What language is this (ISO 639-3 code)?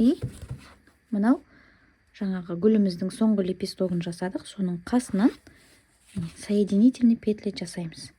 kaz